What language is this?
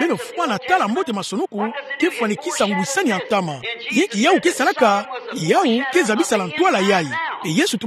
Kituba (Democratic Republic of Congo)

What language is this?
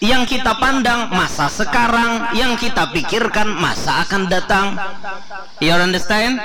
Banjar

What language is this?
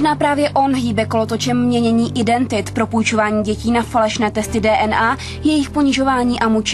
Czech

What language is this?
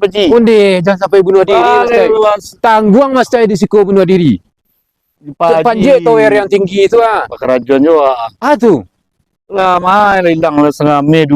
Minangkabau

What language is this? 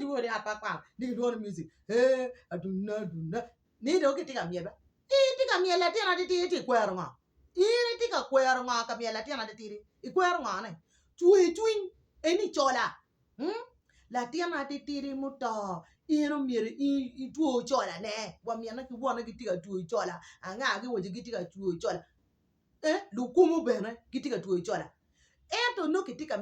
Acoli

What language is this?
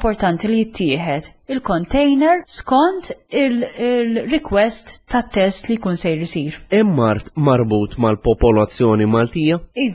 Maltese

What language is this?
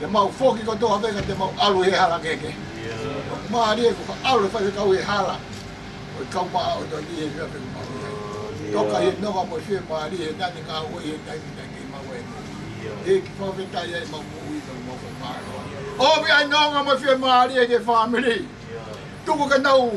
Tongan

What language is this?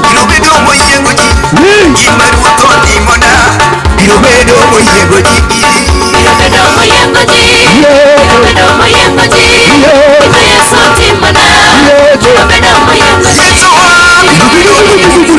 Luo (Kenya and Tanzania)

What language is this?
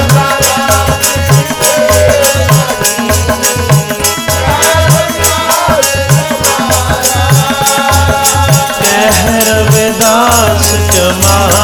Hindi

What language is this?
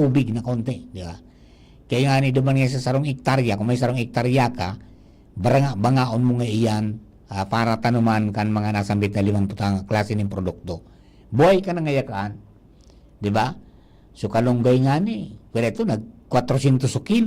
Bikol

